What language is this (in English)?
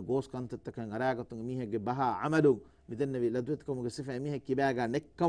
Divehi